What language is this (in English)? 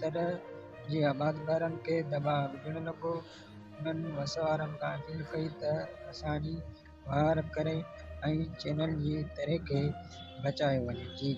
Sindhi